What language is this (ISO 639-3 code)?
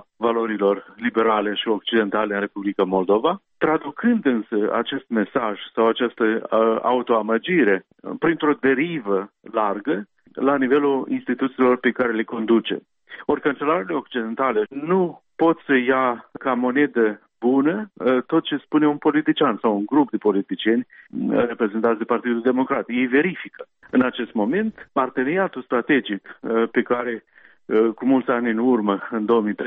ron